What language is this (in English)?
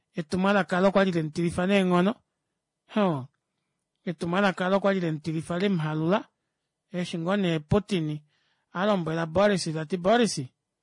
Kuanyama